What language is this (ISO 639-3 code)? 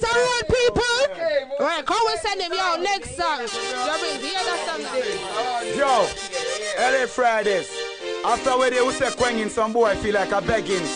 jam